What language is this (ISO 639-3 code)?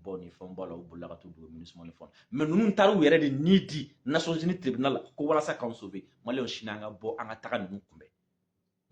bam